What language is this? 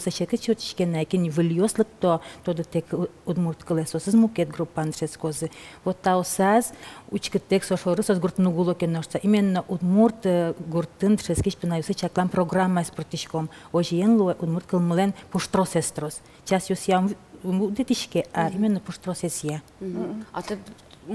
Udmurt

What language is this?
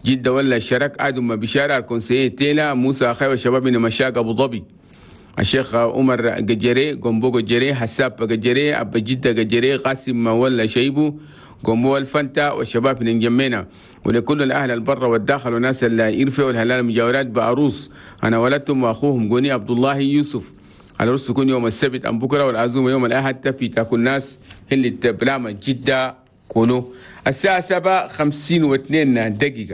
Chadian Arabic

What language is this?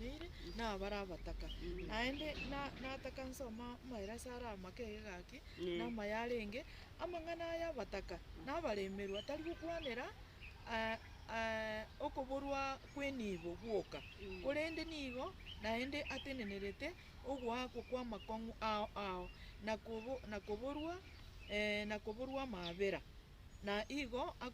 Gusii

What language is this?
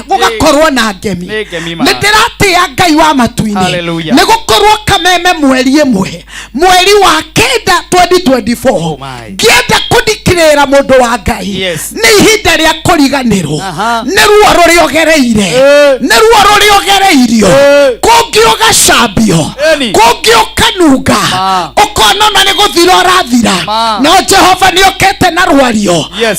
Kikuyu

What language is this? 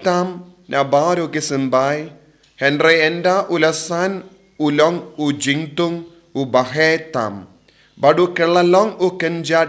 Khasi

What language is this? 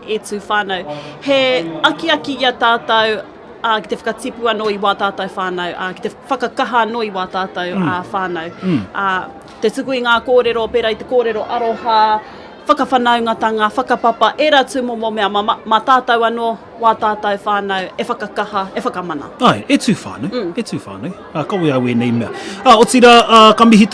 Māori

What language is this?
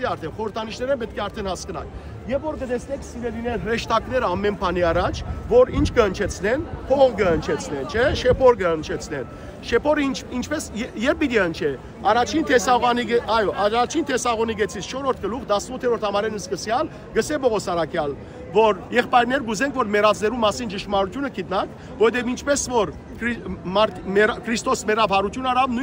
Western Armenian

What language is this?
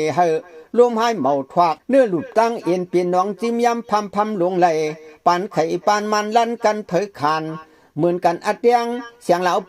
Shan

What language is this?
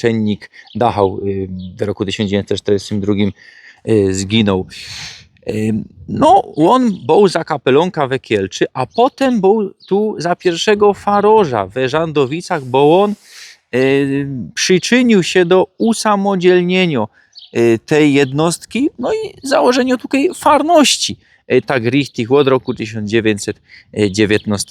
Silesian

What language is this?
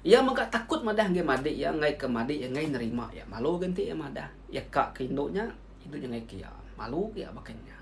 Iban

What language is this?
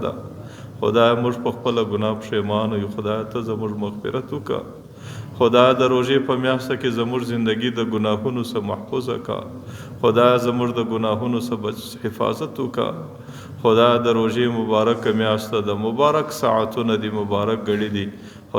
Pashto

